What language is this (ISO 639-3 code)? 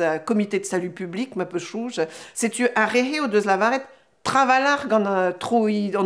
bre